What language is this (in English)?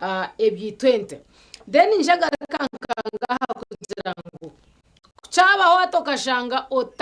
Nyankole